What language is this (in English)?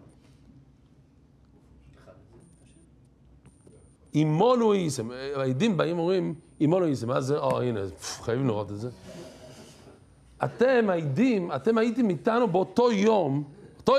Hebrew